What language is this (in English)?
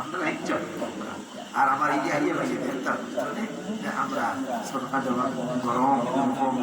Sylheti